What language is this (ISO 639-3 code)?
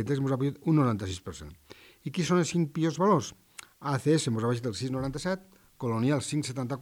cat